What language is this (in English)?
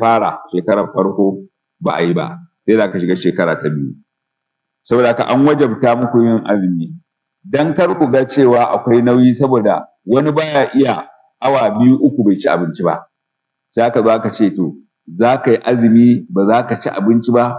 Hausa